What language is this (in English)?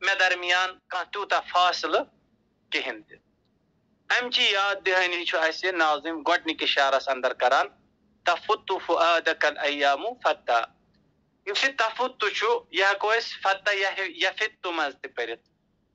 Kashmiri